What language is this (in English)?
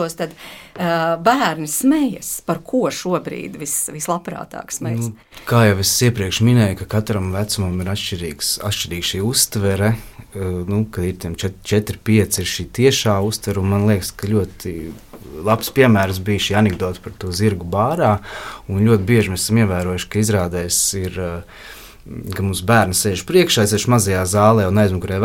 Latvian